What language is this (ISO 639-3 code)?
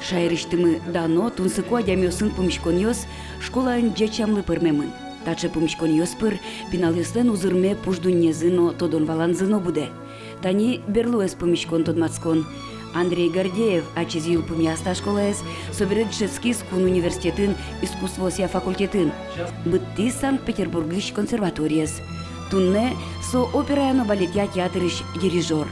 udm